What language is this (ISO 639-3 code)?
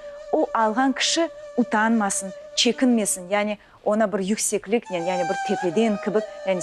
crh